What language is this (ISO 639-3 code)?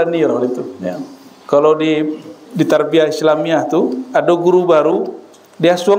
min